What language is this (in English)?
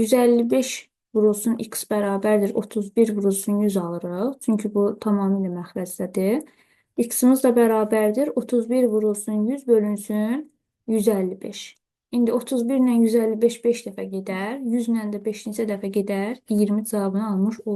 Azerbaijani